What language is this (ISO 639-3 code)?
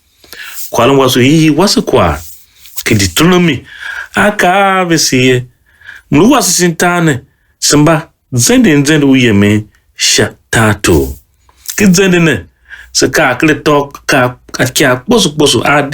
tiv